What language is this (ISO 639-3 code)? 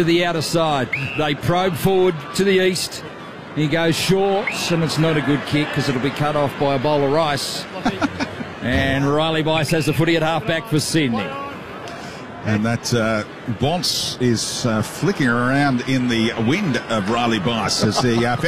eng